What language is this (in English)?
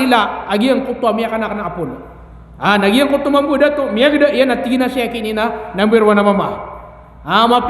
Maranao